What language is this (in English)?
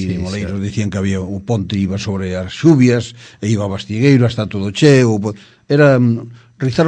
Galician